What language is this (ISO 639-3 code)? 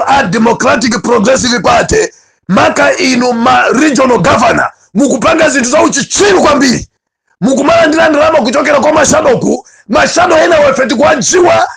nya